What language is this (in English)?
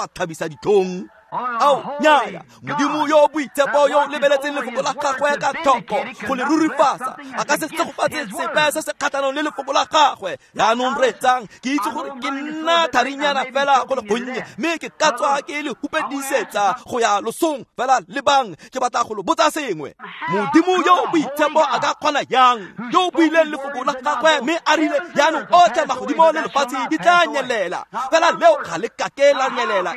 Tswana